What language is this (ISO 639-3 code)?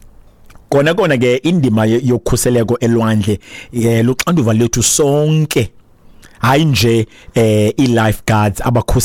xho